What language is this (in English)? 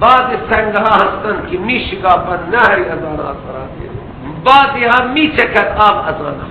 Persian